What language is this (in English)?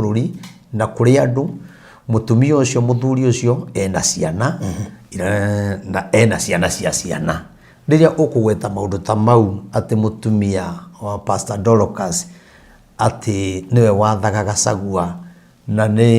Kikuyu